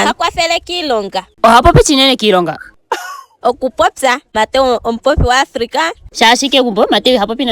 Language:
Ndonga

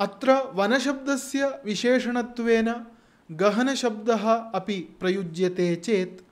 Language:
Sanskrit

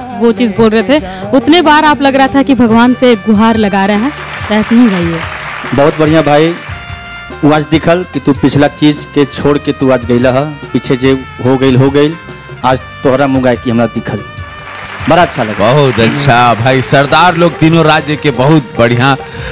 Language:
Bhojpuri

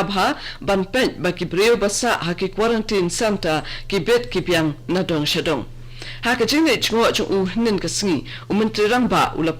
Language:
Khasi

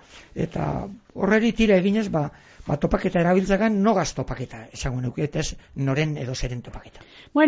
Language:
Basque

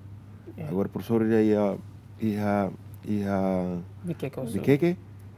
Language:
Tetum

